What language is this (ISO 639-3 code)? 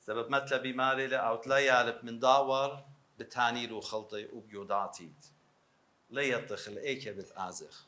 aii